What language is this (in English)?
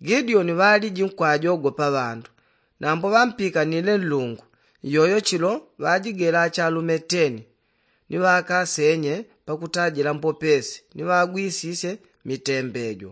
Yao